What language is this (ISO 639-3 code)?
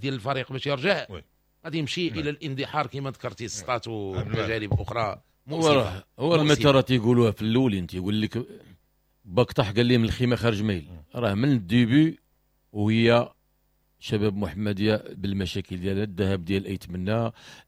ary